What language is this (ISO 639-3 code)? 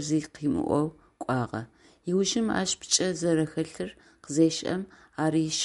ady